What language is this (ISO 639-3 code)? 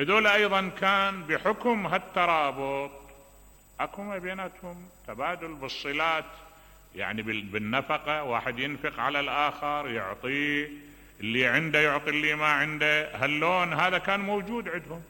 acm